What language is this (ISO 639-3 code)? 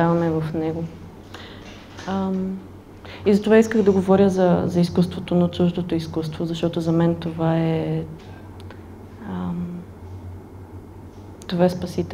bul